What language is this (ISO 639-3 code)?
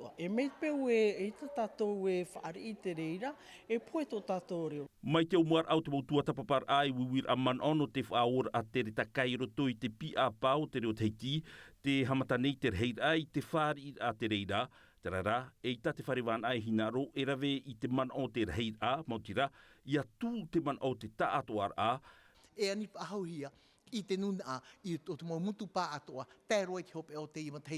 tah